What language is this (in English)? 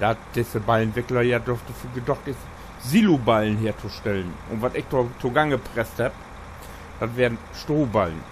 Low German